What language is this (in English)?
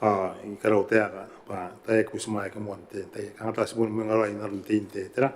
Gilbertese